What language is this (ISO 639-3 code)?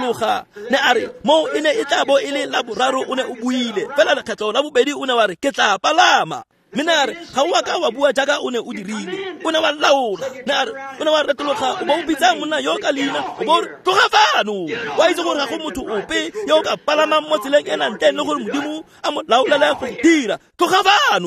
tsn